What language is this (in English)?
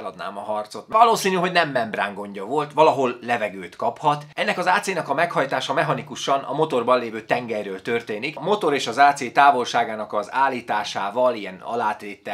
Hungarian